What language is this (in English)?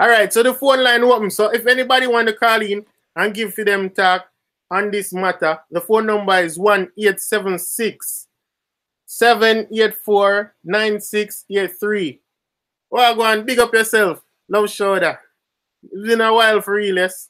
Jamaican Creole English